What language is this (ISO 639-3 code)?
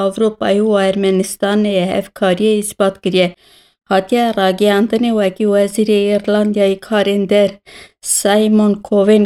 kur